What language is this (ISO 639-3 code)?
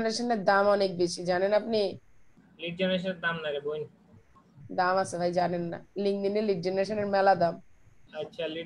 ben